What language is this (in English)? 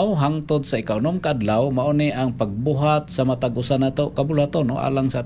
Cebuano